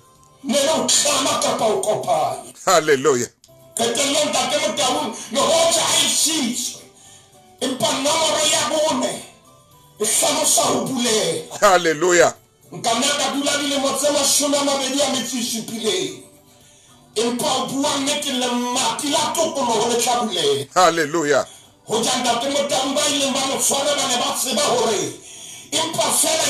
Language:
Southern Sotho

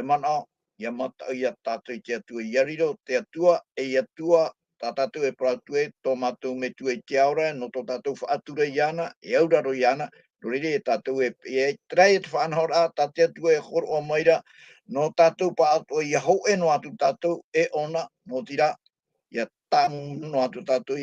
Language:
Tahitian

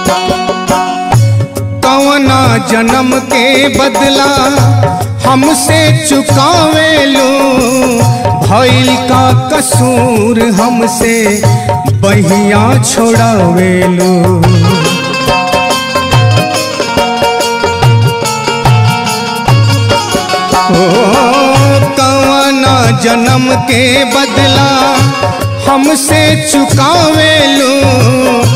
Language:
Bhojpuri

